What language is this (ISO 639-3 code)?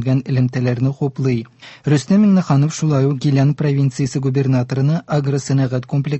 tat